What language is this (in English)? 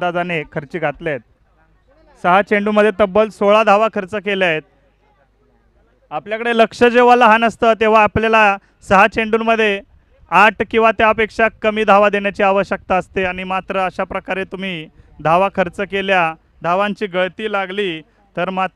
Marathi